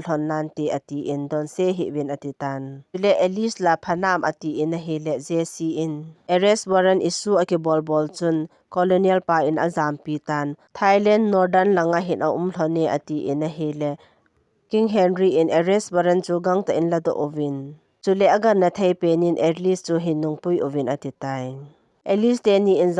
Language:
Thado Chin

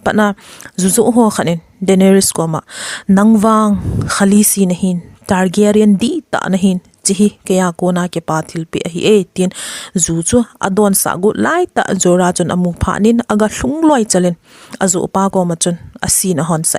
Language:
Thado Chin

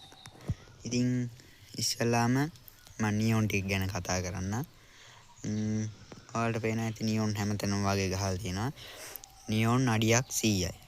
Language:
Sinhala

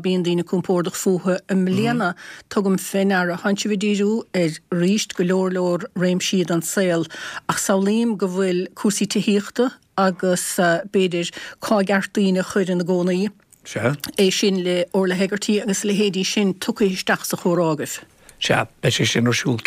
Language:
Irish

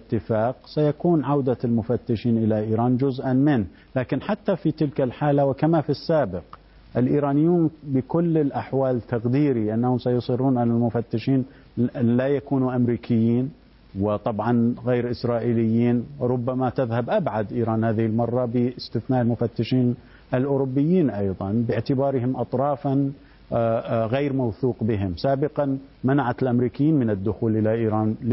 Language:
Arabic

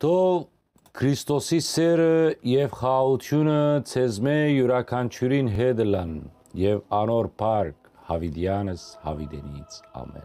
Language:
Western Armenian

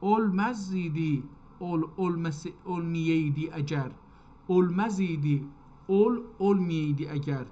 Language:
South Azerbaijani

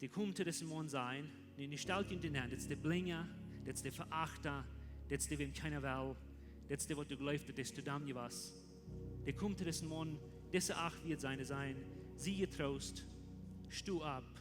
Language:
Plautdietsch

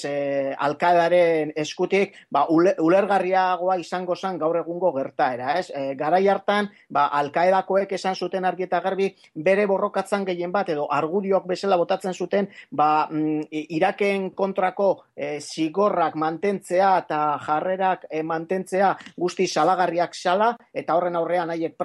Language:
Basque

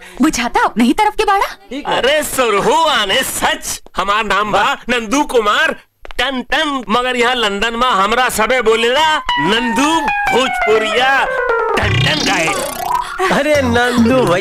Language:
Bhojpuri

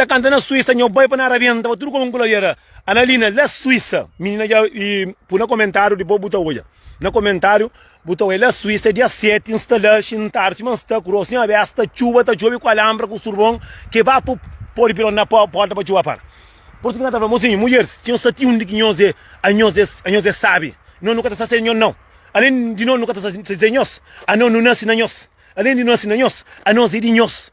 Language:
Kabuverdianu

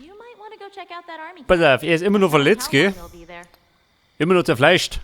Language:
Bavarian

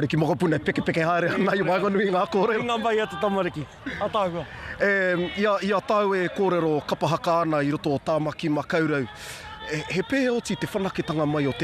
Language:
Māori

